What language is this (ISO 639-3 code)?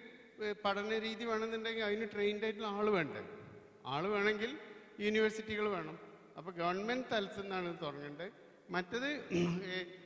mal